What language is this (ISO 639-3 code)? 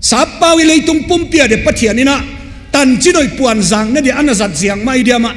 ctd